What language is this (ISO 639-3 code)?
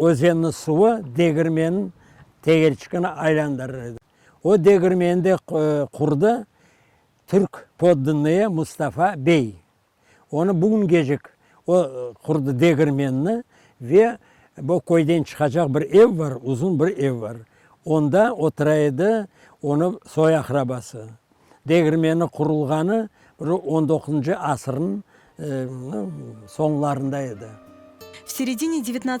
crh